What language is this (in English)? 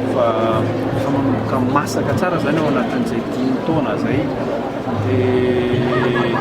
Malagasy